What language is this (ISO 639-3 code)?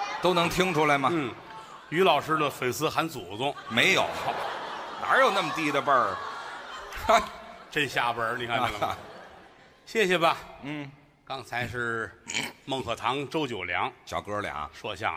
zho